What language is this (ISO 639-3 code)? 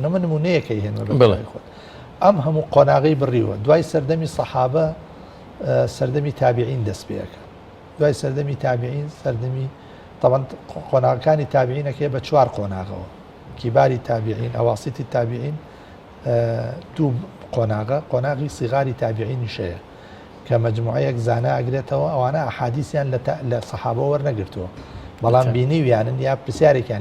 ckb